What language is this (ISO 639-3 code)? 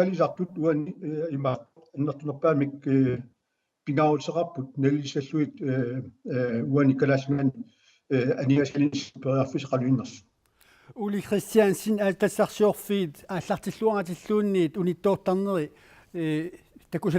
kal